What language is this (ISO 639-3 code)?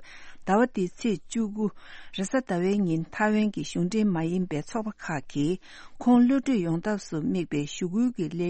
bod